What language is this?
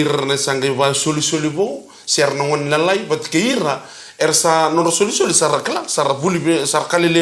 Fijian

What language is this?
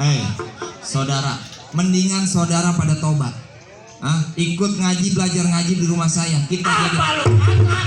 Betawi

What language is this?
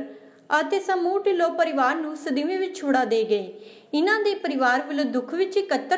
Punjabi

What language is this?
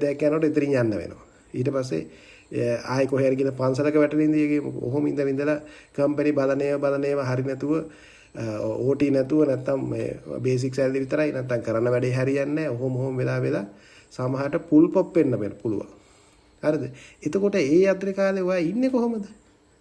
Sinhala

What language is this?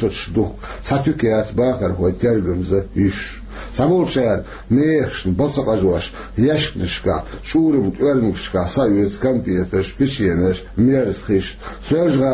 Chechen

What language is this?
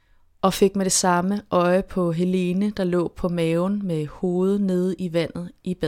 Danish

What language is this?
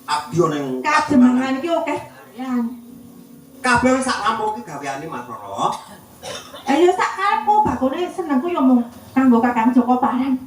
Javanese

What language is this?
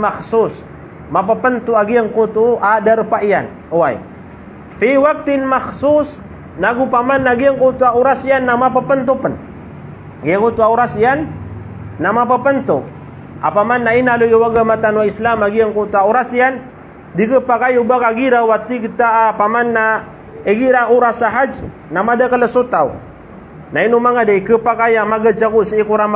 Maranao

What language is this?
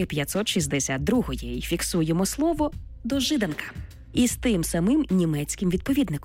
Ukrainian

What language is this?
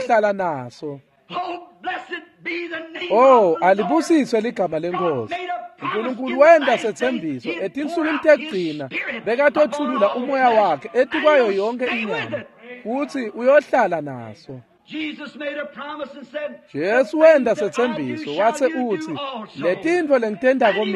Swati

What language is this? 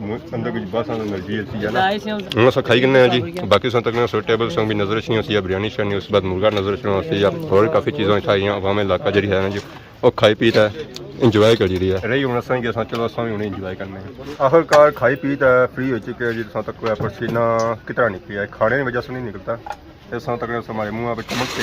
Pahari-Potwari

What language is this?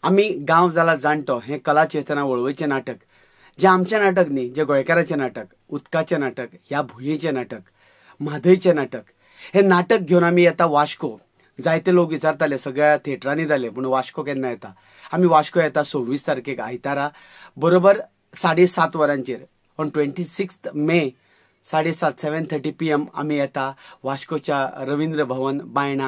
Konkani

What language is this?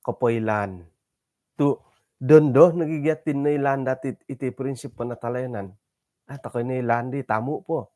Central Dusun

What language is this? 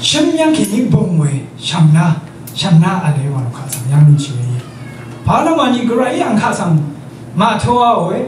Rawang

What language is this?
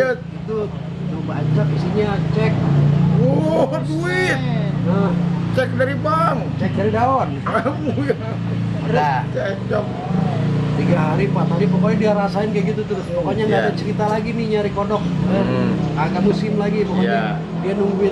Betawi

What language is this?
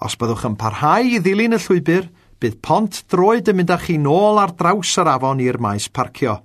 Welsh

